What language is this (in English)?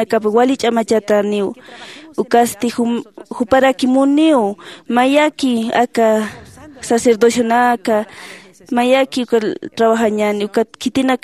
Aymara